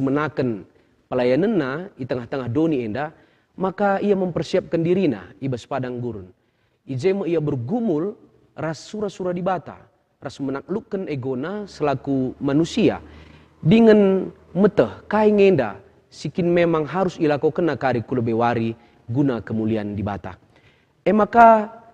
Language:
Batak Karo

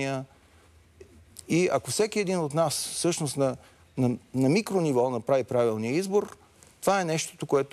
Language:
Bulgarian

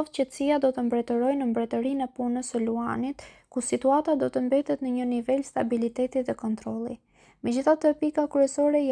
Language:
Albanian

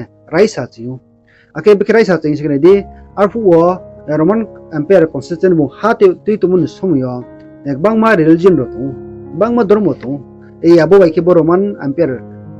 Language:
Riang (India)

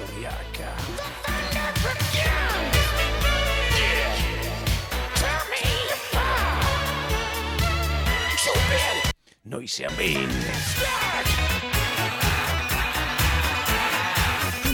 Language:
Basque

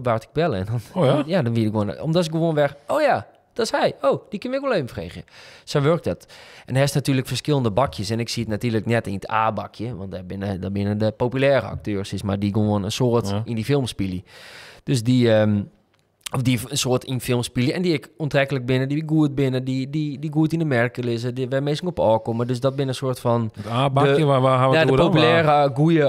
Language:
Western Frisian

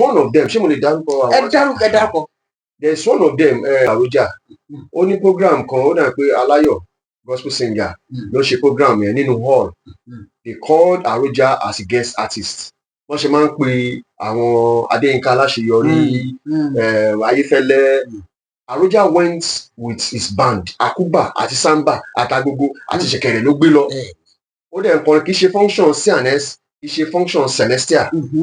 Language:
Yoruba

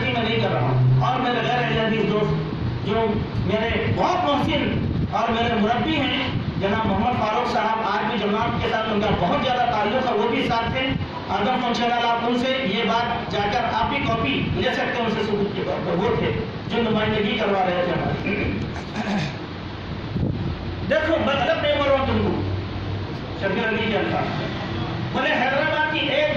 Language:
Urdu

